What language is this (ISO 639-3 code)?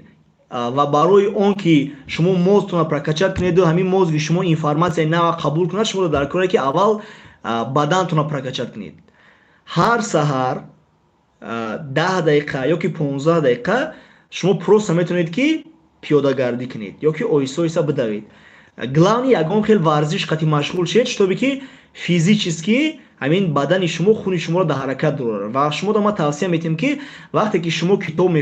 tgk